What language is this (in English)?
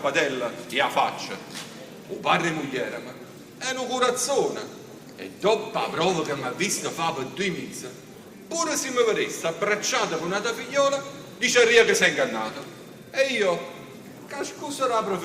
Neapolitan